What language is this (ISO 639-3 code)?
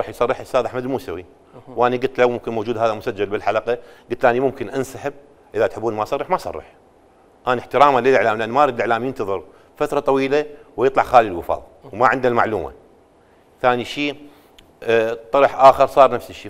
acm